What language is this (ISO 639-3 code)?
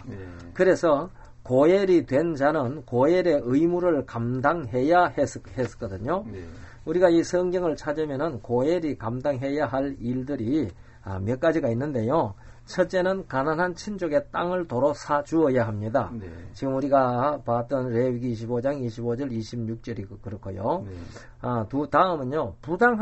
kor